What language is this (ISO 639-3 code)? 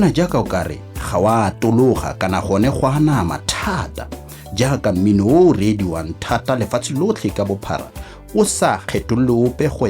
tsn